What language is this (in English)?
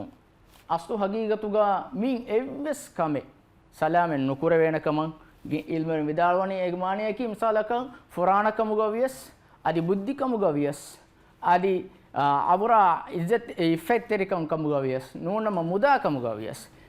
Divehi